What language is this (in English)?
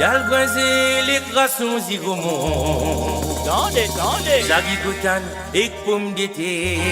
Morisyen